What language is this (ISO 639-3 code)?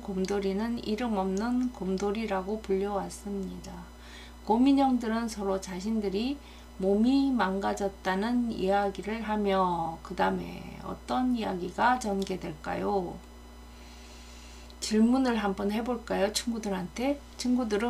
kor